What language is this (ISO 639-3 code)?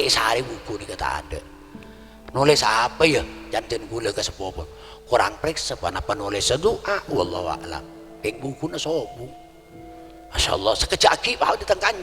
mad